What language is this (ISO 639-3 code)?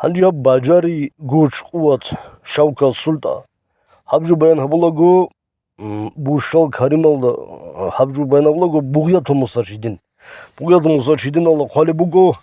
ava